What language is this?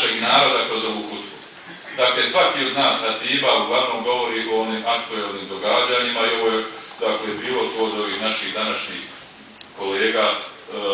Bosnian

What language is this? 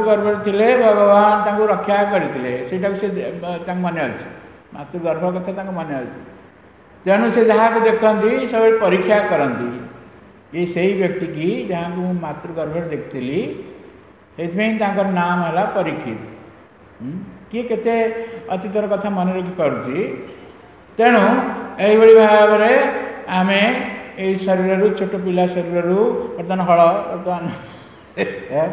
Odia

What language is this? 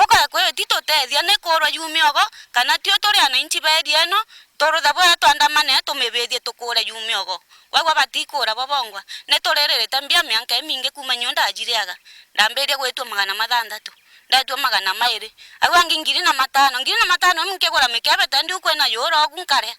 Meru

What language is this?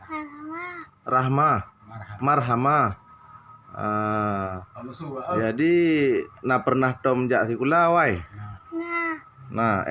Achinese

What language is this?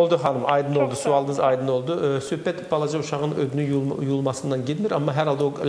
Azerbaijani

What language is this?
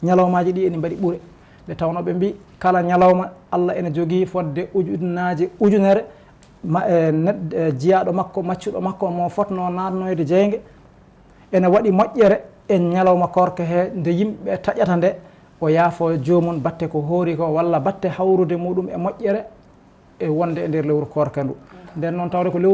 Fula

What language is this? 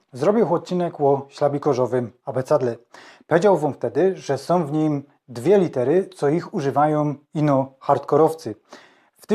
Silesian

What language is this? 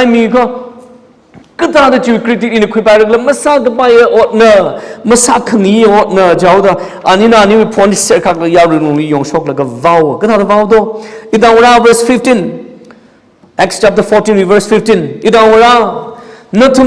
Tangkhul Naga (India)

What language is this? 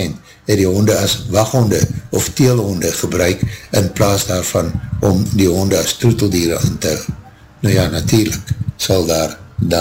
Afrikaans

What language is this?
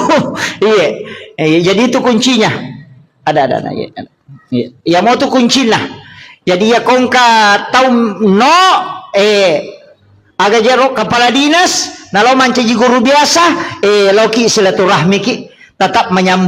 Buginese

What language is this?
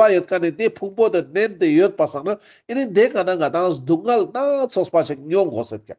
Ladakhi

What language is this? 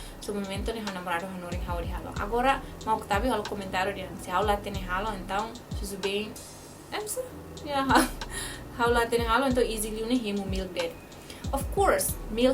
Tetum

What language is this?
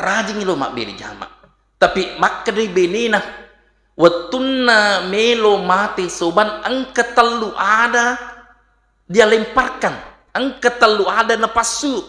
Buginese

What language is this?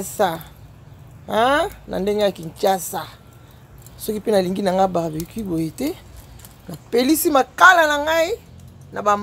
Lingala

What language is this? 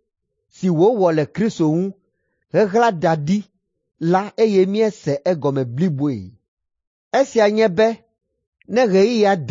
Ewe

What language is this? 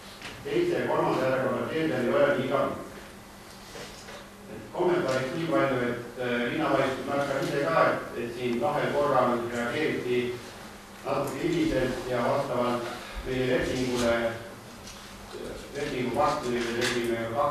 Estonian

